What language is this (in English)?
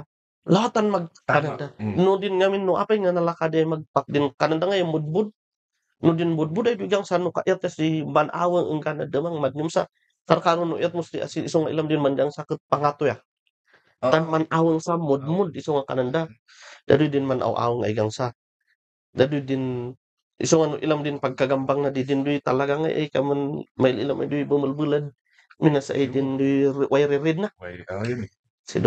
Kankanaey